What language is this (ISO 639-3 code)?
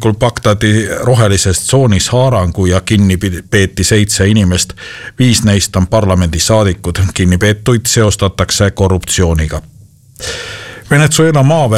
est